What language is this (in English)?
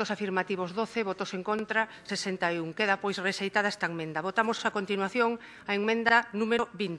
Galician